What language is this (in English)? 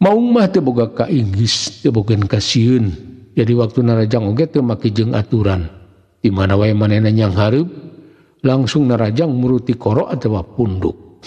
Sundanese